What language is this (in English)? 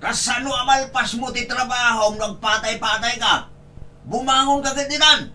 Iloko